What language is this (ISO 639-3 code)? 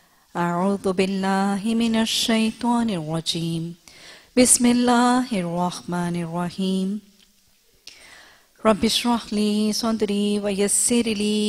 urd